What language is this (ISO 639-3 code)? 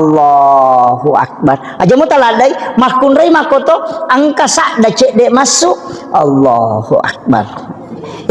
bug